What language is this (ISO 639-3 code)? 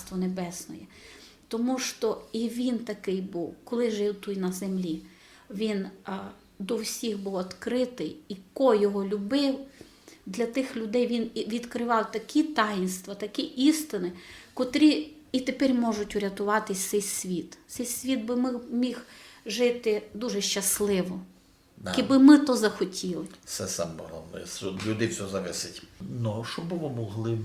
rue